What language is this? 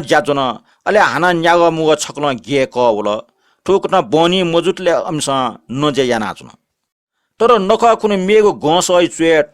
Newari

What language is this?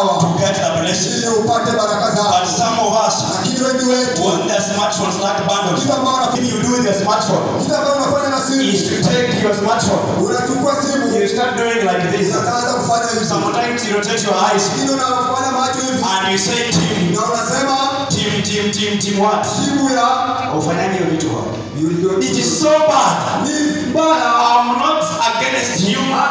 Swahili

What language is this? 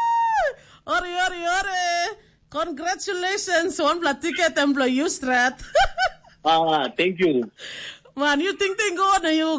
Tok Pisin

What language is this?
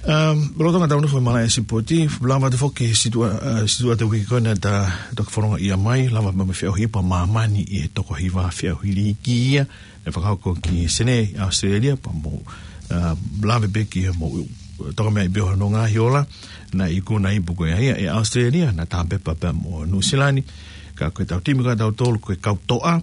Tongan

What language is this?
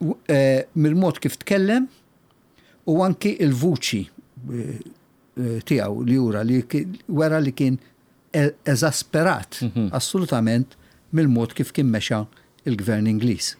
Maltese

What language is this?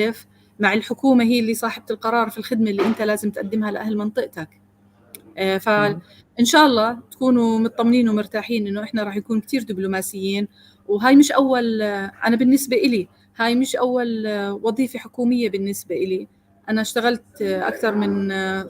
North Levantine Arabic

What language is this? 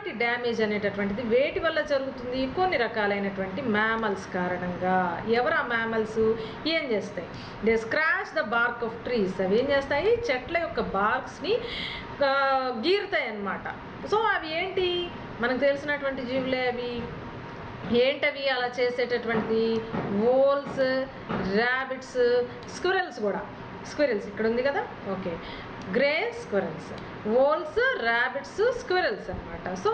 Telugu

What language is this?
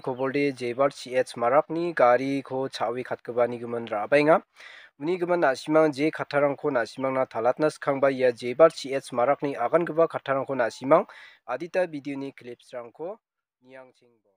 Garo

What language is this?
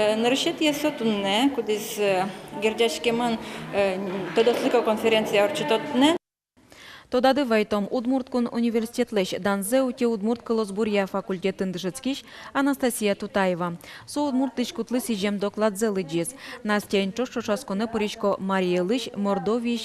Udmurt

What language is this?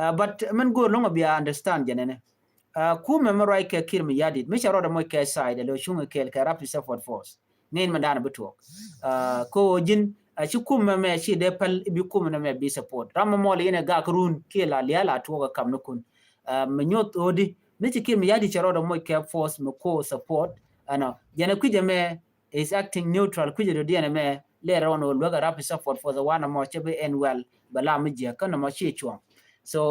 Nuer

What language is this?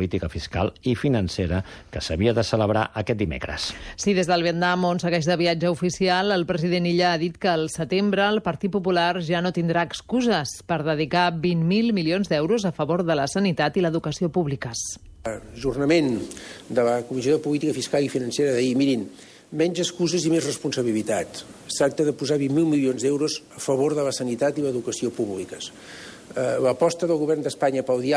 Catalan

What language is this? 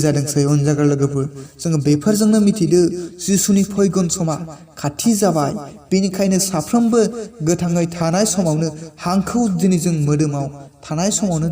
Bodo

